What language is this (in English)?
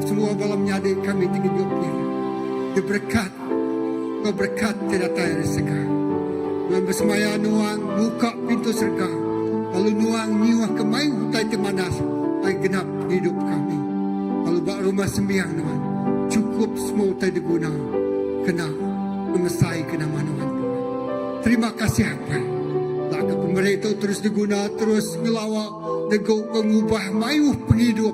Iban